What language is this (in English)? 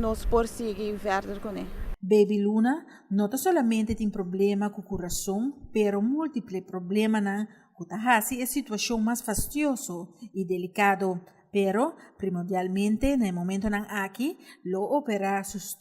Papiamento